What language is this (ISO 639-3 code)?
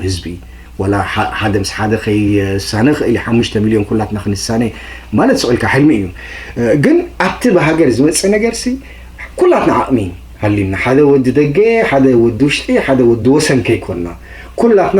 tir